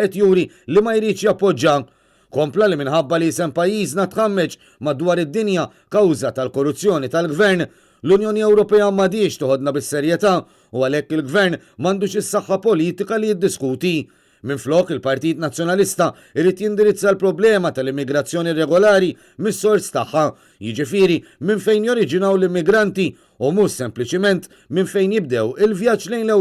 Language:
Maltese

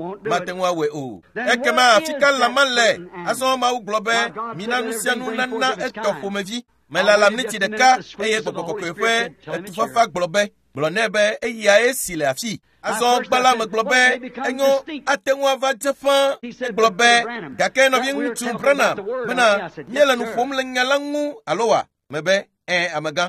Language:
Ewe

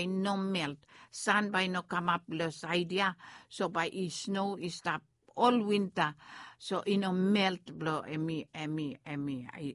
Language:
Bislama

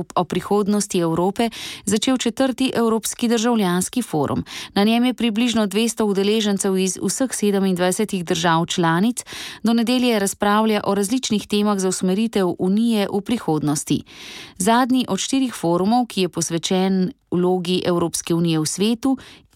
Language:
Slovenian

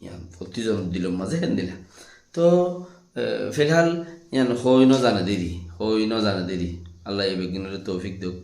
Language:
Rohingya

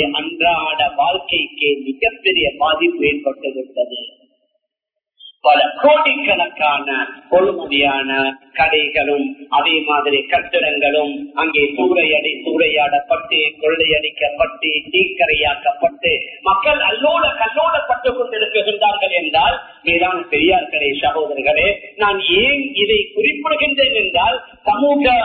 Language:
Tamil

